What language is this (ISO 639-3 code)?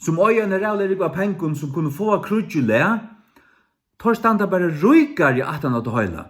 fao